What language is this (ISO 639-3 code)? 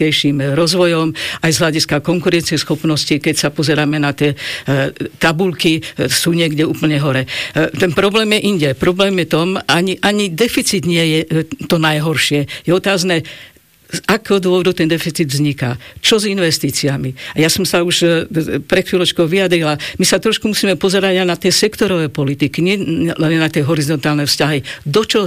slk